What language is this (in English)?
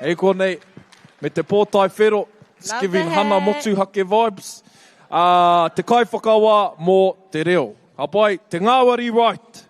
Māori